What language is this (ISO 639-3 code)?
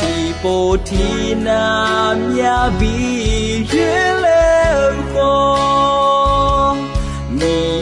ahk